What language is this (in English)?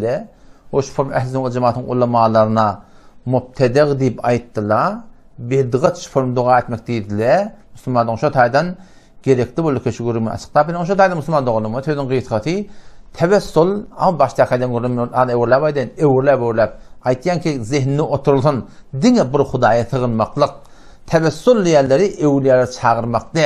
Turkmen